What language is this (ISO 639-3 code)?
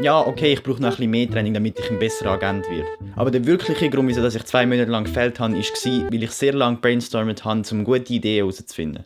gsw